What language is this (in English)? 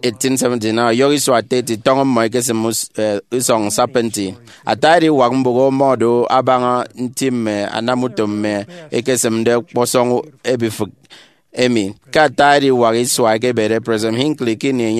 Efik